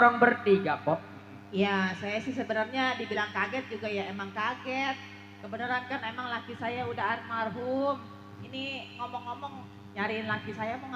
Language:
Betawi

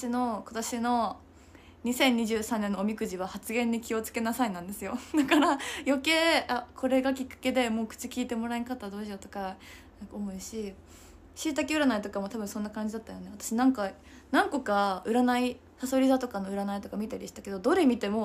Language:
Japanese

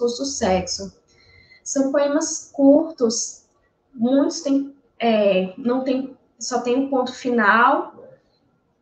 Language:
Portuguese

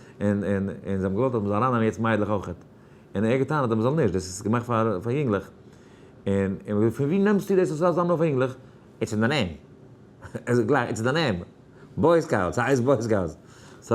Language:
Yiddish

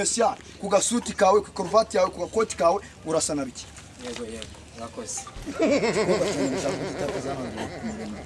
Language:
Kinyarwanda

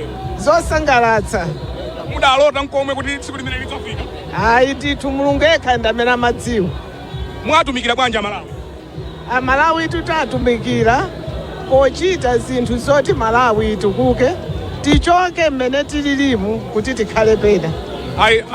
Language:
Nyanja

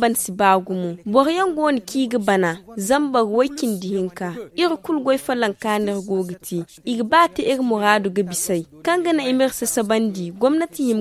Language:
Zarma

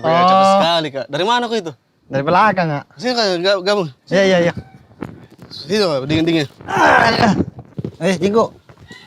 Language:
Makassar Malay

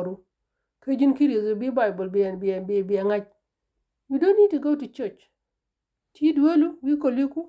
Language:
Nuer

